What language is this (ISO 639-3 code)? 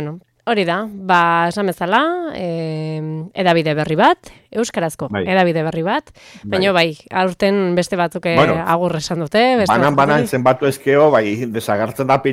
eus